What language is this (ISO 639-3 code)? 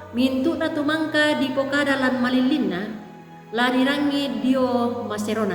sda